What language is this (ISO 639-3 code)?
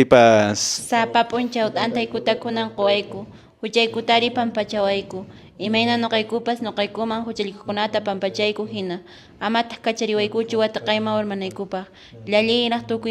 que